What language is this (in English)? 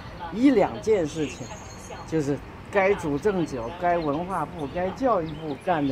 Chinese